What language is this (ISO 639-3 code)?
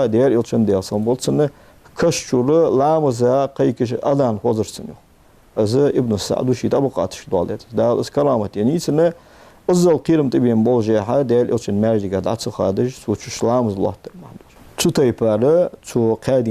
inh